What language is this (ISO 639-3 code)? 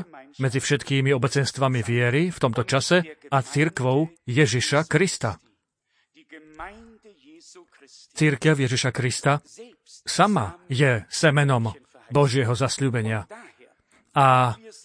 slk